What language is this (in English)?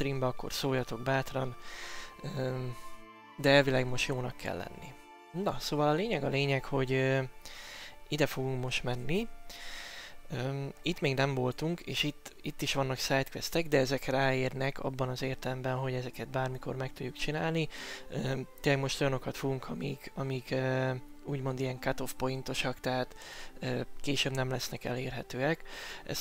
Hungarian